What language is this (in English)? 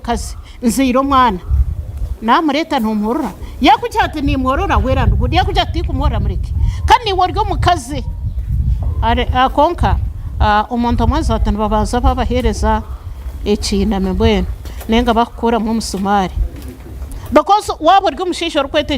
Nyankole